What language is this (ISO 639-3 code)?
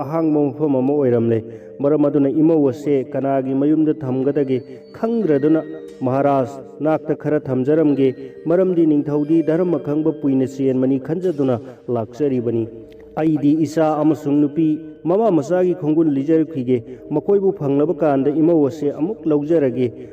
mni